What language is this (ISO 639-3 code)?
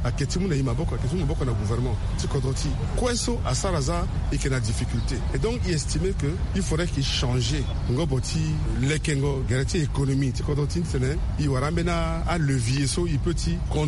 sag